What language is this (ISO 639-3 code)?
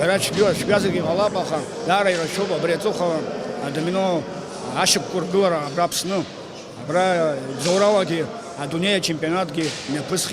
abk